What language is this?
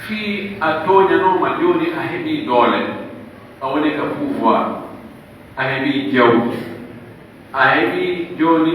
Pular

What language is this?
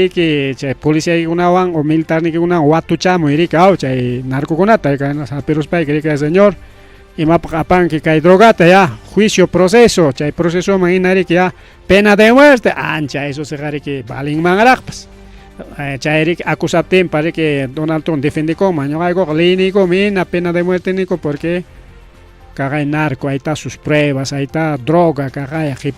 Ayacucho Quechua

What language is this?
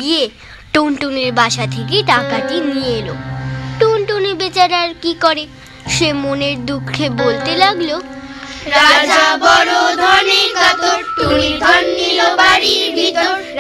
Bangla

